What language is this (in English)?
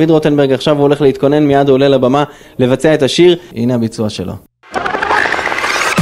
Hebrew